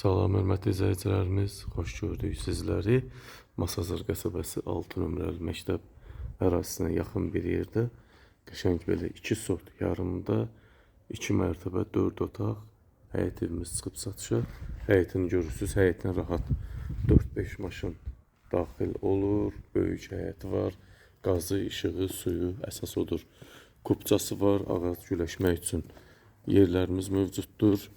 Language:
Azerbaijani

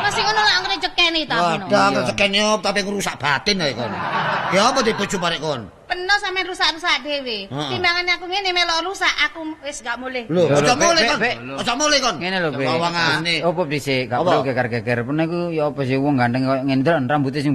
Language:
Javanese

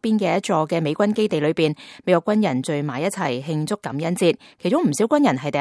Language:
Cantonese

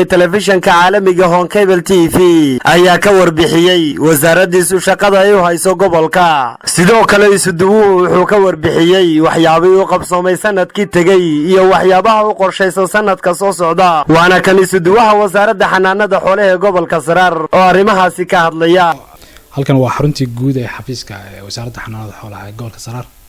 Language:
Somali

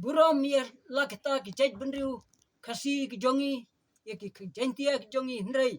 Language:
Khasi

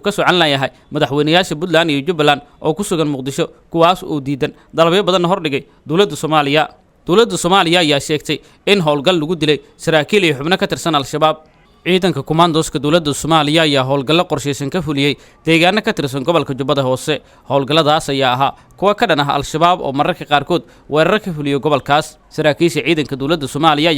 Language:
Somali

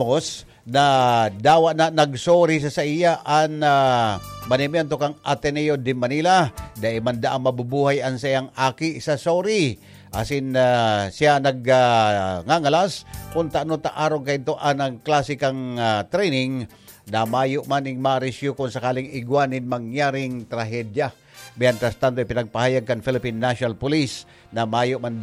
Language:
Bikol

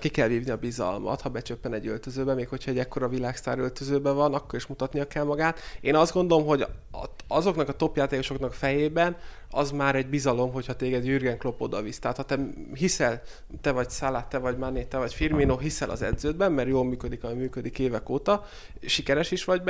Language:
Hungarian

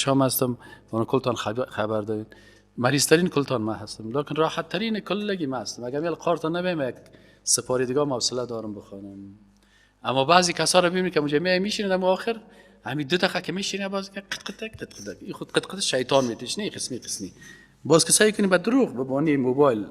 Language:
Persian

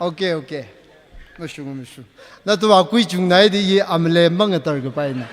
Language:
Tangkhul Naga (India)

